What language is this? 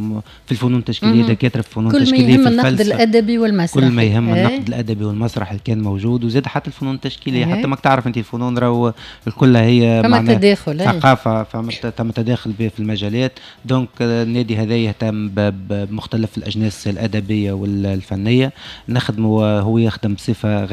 Tunisian Arabic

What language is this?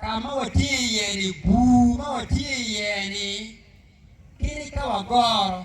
Acoli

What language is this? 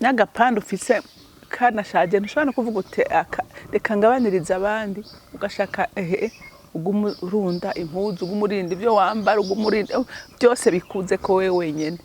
Rundi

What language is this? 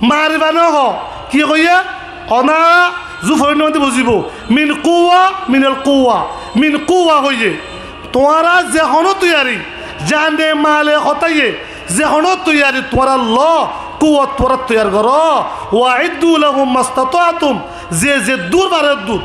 Rohingya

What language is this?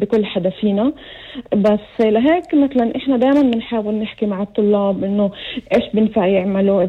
North Levantine Arabic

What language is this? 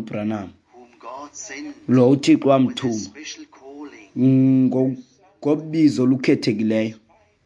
Xhosa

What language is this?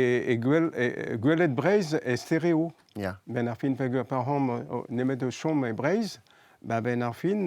Breton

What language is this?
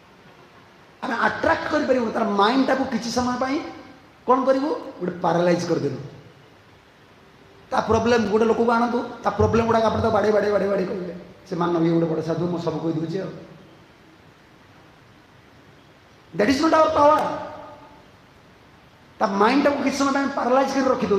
Odia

